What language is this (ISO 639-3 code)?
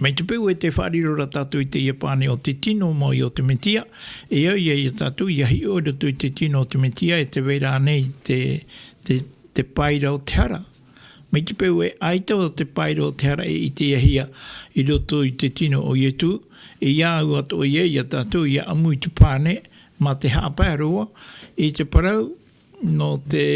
tah